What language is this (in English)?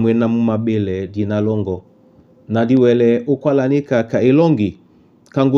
Duala